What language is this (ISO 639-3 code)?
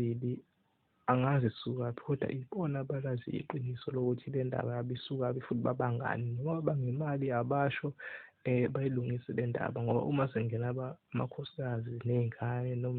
zul